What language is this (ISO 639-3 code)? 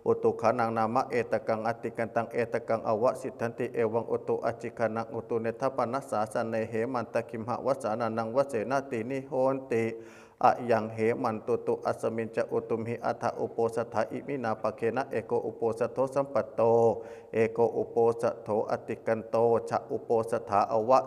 pli